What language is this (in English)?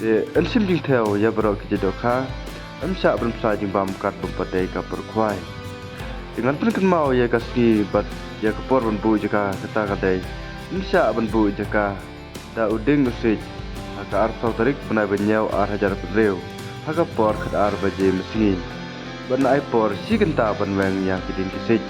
Khasi